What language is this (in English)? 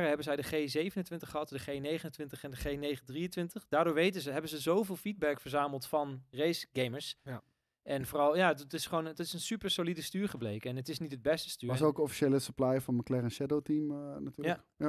Dutch